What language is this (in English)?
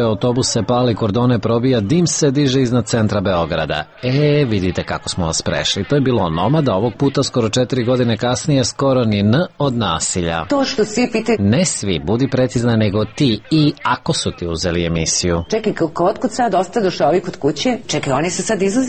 Serbian